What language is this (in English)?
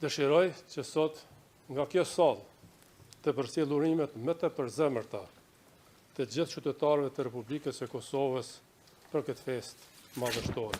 Albanian